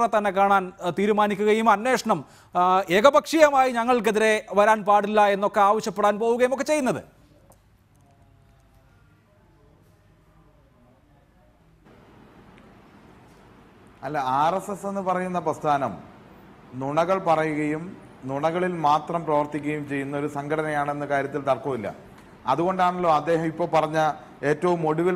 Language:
Malayalam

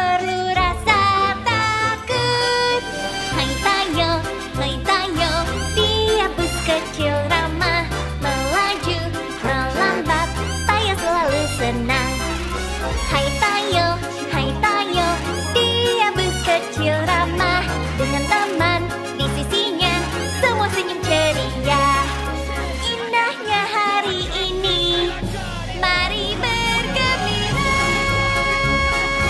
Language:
Indonesian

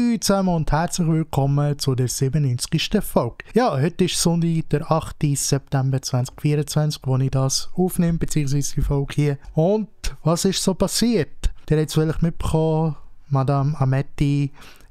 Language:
Swiss German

